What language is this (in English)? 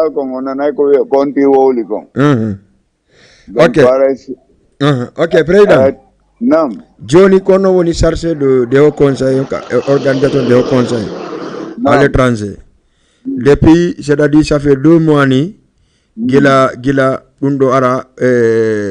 Fula